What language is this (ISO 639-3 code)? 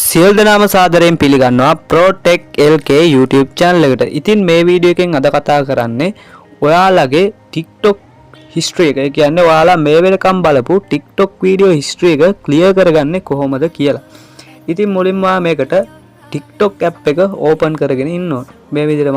sin